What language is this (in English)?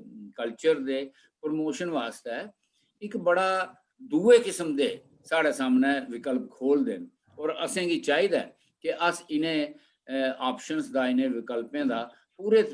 Dogri